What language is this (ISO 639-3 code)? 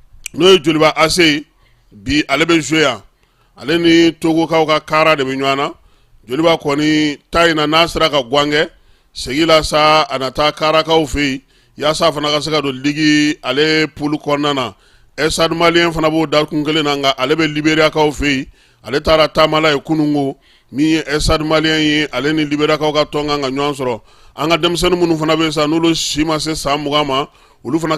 bam